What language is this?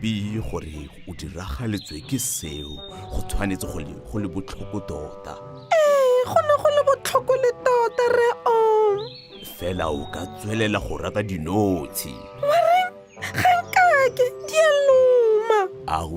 Tswana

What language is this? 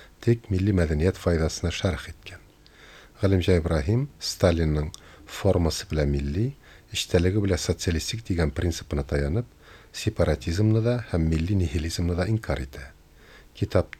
Tatar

